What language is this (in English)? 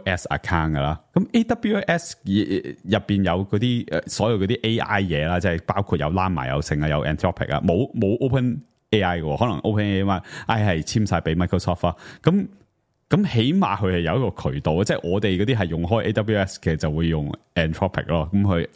Cantonese